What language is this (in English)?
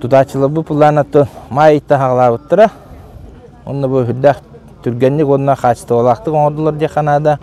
Yakut